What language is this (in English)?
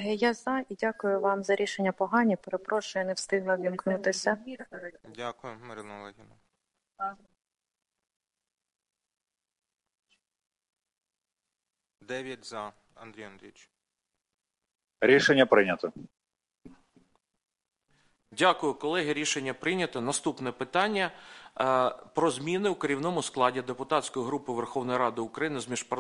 Ukrainian